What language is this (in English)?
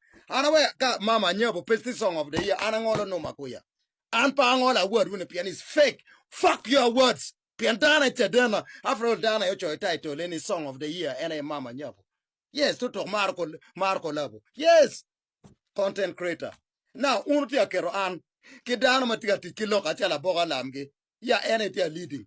Acoli